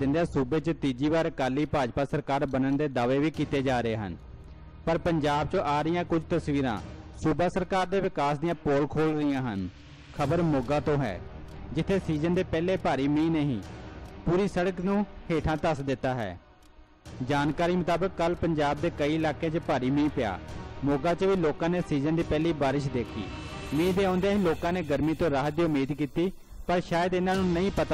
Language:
Punjabi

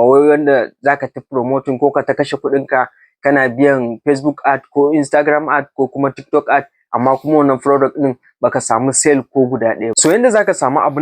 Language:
Hausa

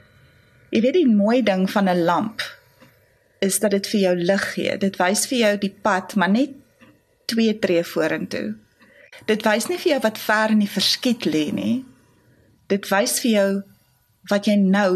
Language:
Afrikaans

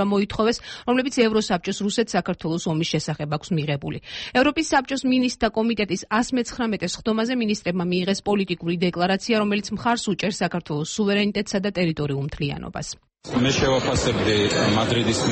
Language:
Georgian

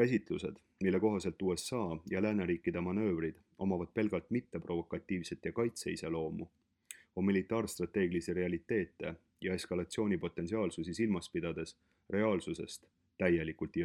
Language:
Estonian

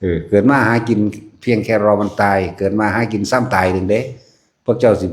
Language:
Northeastern Thai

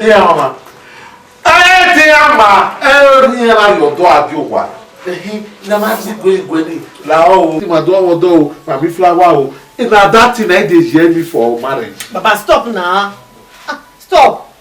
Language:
Bini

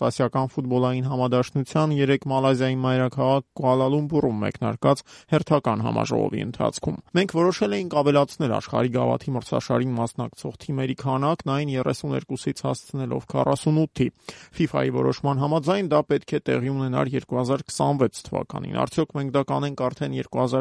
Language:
Armenian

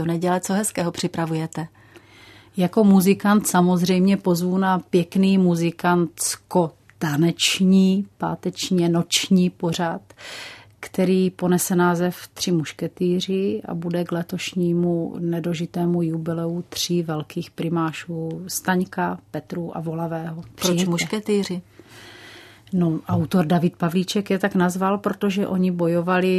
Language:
Czech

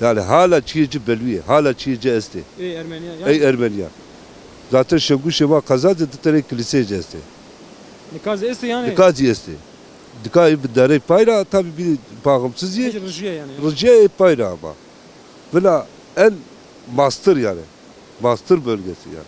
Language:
Zaza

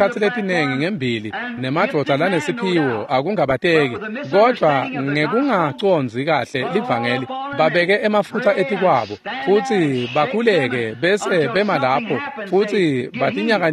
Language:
Swati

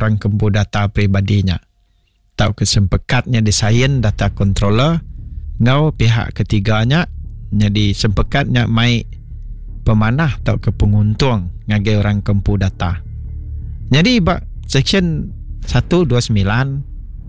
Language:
Iban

